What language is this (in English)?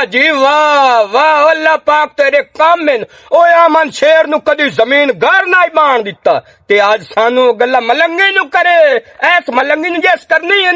Western Panjabi